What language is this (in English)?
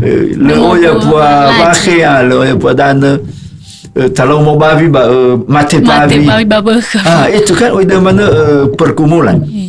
Nias